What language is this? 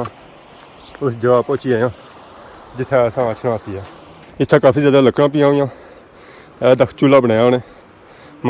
Pahari-Potwari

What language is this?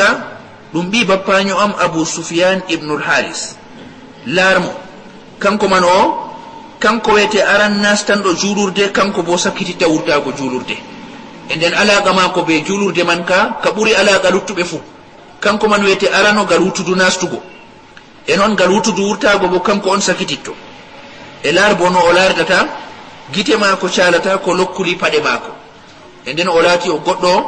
Fula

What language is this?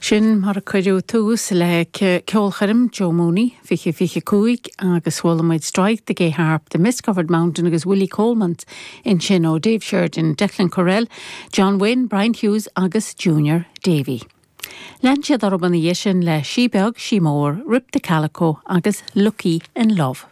Irish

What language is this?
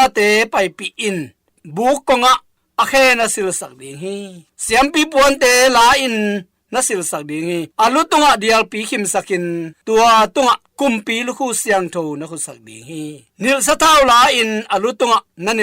Tedim Chin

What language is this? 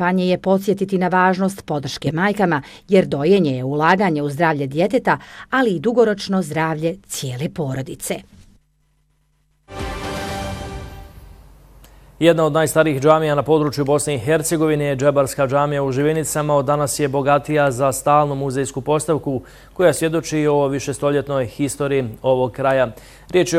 Bosnian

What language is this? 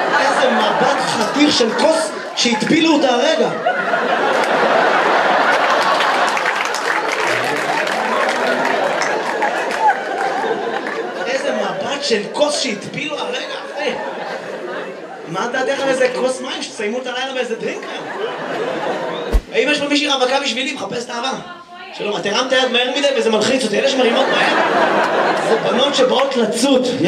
Hebrew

